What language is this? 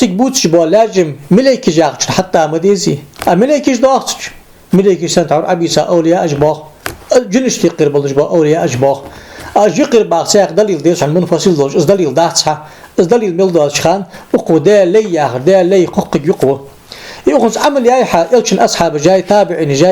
Ingush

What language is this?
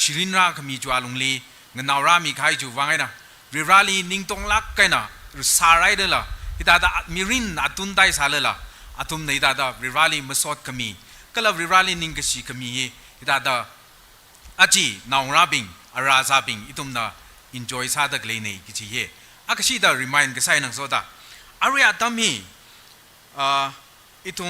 Tangkhul Naga (India)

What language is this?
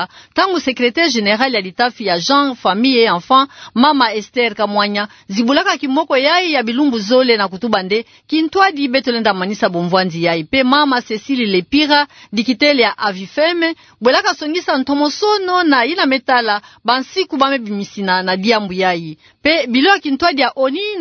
Kituba (Democratic Republic of Congo)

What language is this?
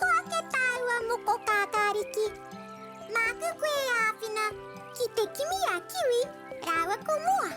Māori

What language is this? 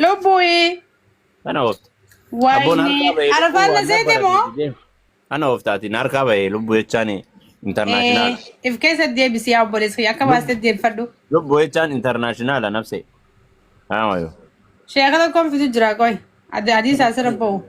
Oromo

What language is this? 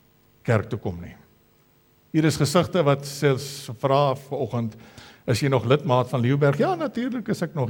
Afrikaans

